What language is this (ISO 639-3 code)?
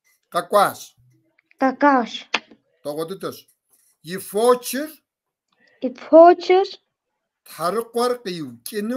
kbd